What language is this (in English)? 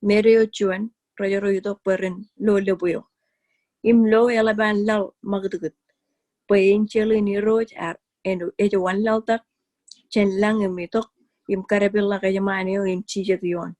Marshallese